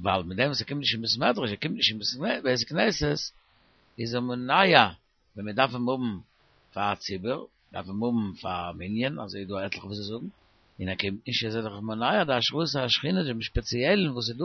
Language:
Yiddish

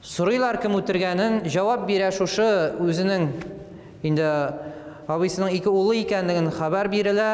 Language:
Tatar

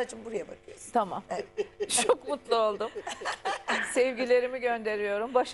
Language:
Turkish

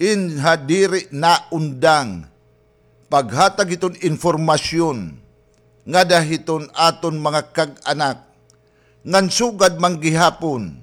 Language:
Waray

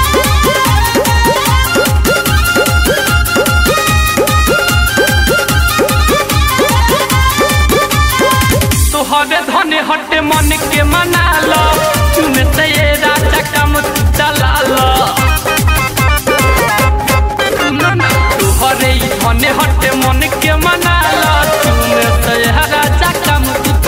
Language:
Bhojpuri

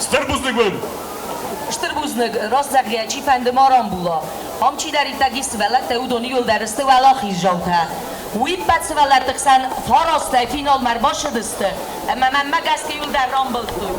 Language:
Ossetic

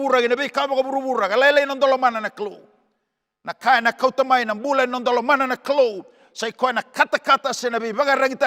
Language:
Fijian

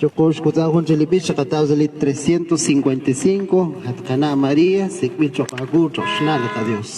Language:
Kekchí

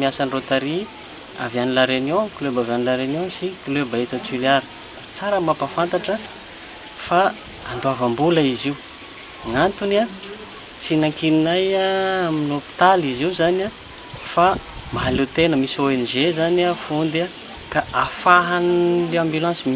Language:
Malagasy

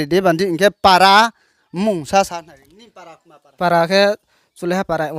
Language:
Riang (India)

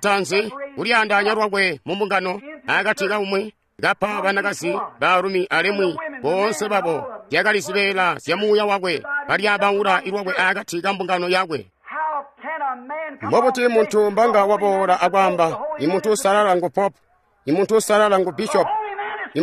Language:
Tonga (Zambia)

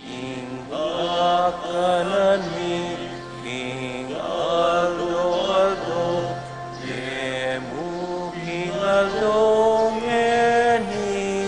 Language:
Pampanga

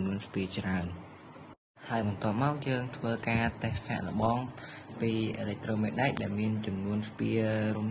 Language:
Khmer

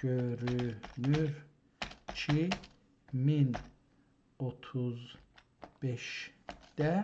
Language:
South Azerbaijani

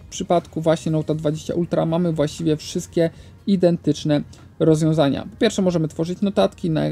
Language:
Polish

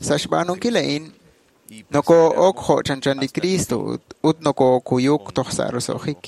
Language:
Kekchí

